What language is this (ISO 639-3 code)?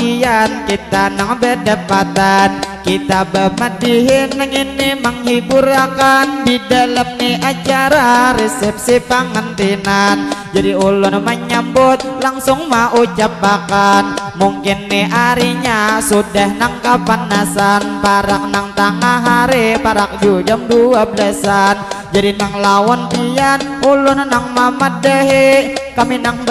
bjn